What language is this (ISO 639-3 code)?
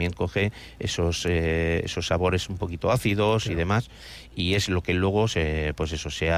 spa